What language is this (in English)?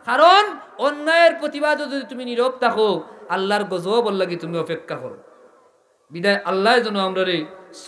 Sylheti